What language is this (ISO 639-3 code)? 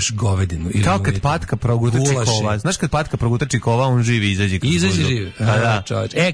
srp